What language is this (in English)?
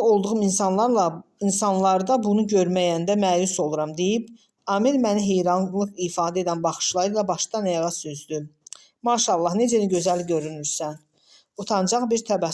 Azerbaijani